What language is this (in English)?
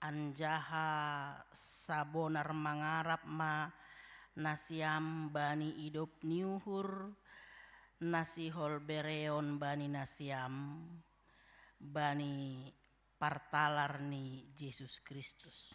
Batak Simalungun